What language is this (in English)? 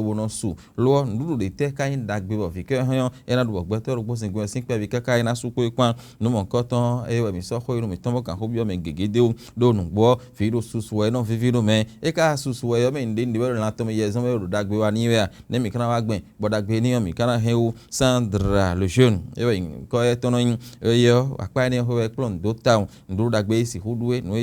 Fon